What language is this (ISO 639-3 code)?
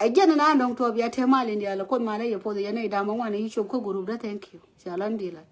nus